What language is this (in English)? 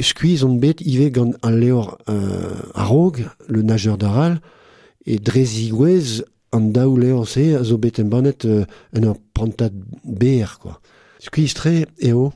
Breton